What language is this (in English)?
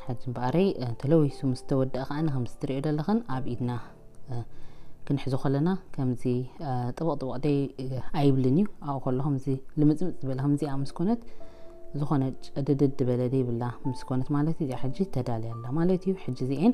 Tigrinya